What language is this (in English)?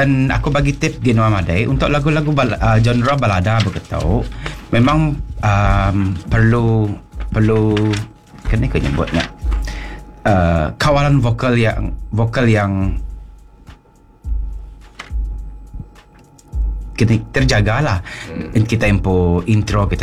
Iban